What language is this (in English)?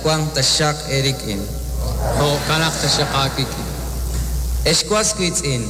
Kekchí